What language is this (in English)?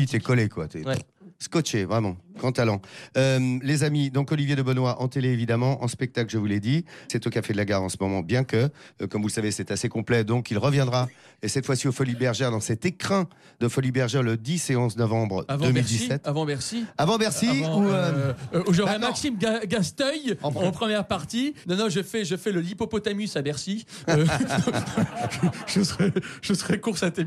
French